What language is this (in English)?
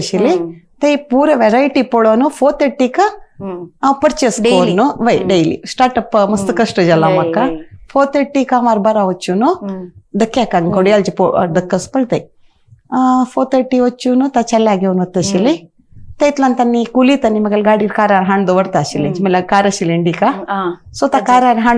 Konkani